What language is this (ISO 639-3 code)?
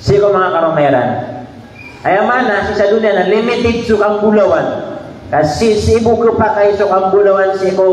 mrw